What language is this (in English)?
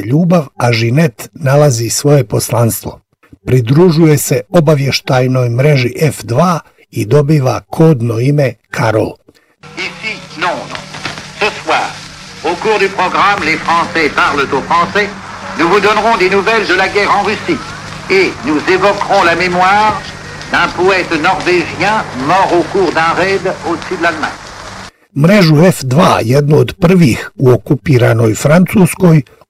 Bosnian